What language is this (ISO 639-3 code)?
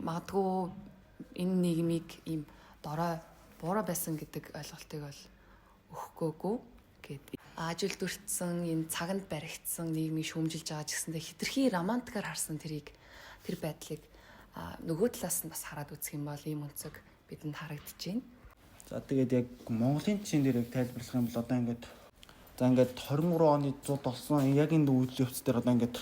mon